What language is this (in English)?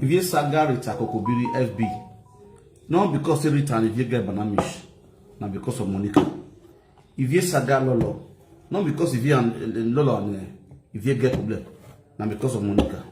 Nigerian Pidgin